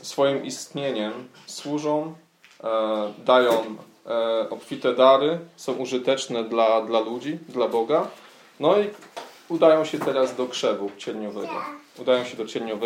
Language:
Polish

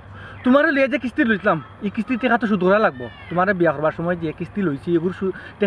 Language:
Sylheti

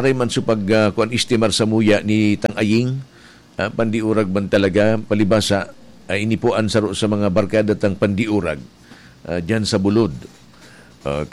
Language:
Bikol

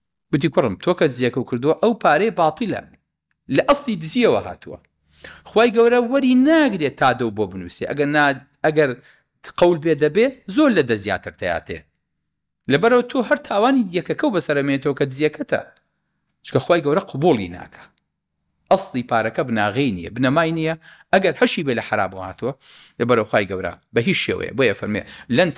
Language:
Central Kurdish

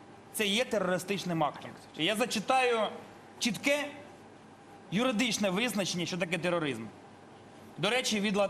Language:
Ukrainian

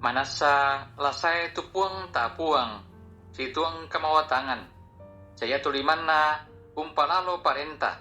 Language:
Toraja-Sa'dan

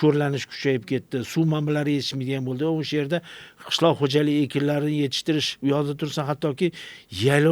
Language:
Uzbek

